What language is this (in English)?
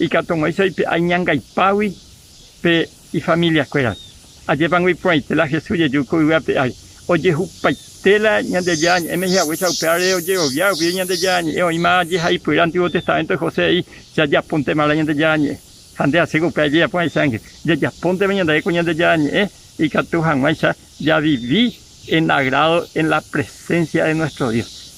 Guarani